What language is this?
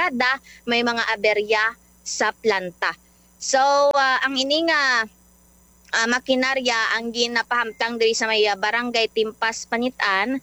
Hiligaynon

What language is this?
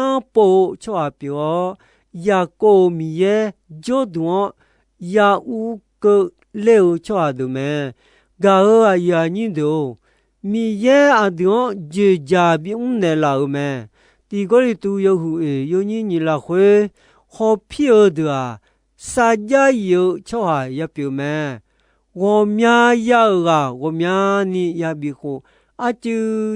Akha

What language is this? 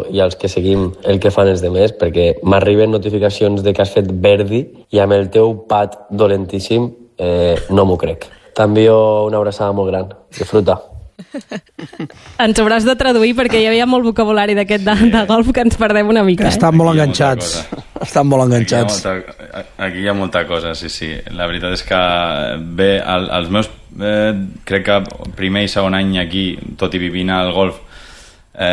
Catalan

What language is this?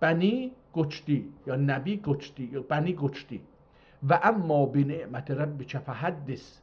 South Azerbaijani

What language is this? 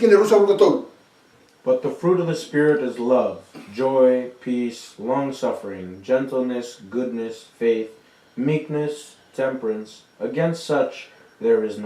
Fijian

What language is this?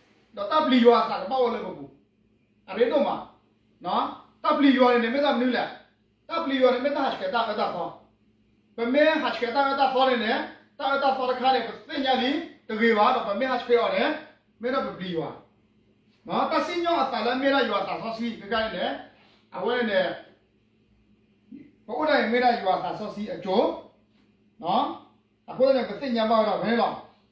S'gaw Karen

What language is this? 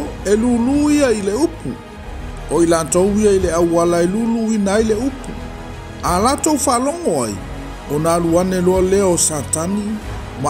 Samoan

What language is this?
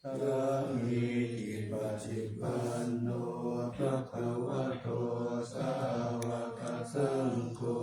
Pali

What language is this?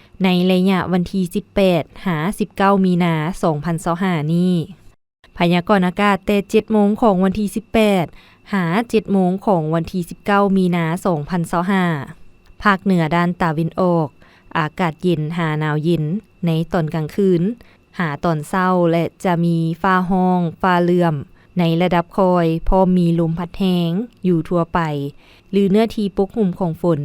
Lao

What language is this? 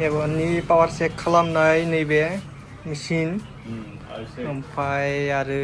Bodo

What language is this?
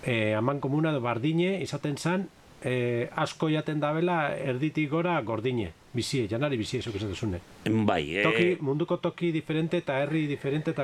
Basque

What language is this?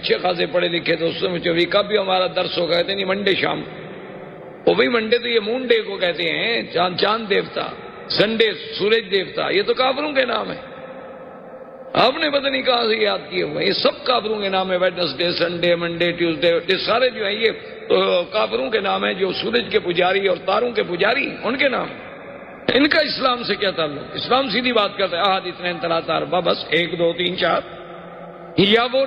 Urdu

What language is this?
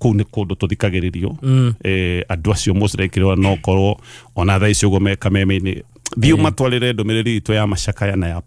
Kikuyu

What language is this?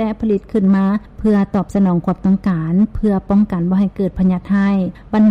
Lao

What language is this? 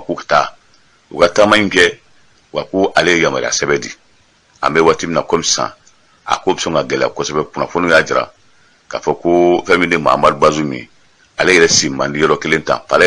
Bambara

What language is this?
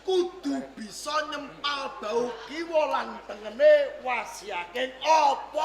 Javanese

